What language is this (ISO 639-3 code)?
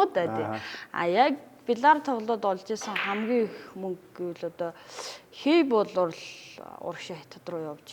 mon